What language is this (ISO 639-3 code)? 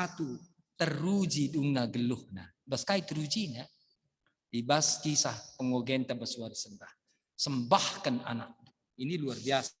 btx